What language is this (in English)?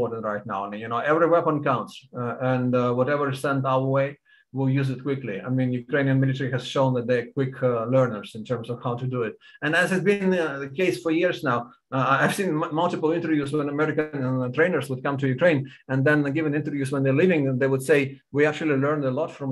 English